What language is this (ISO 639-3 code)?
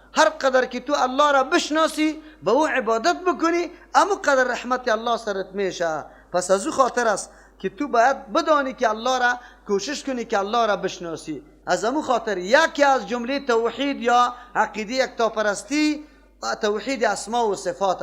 fas